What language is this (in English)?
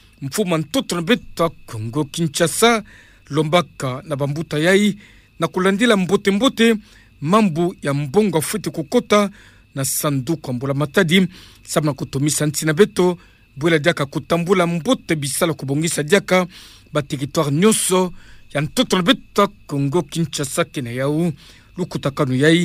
Kituba (Democratic Republic of Congo)